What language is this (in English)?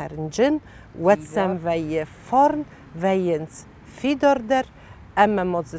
Ossetic